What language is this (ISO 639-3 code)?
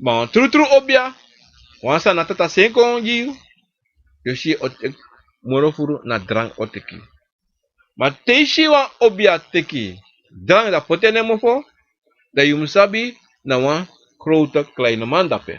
srn